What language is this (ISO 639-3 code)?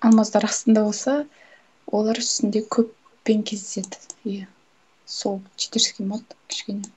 kaz